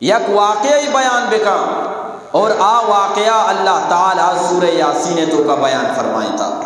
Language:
Eastern Balochi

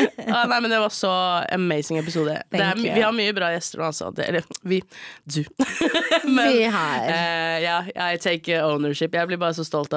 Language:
Norwegian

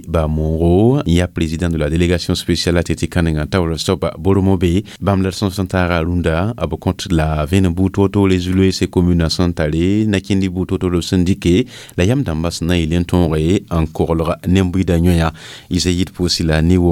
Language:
Mossi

